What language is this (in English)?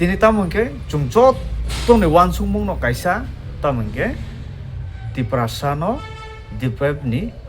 Kok Borok